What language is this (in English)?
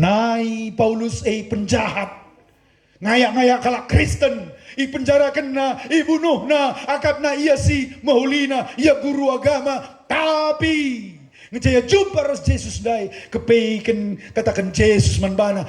Batak Karo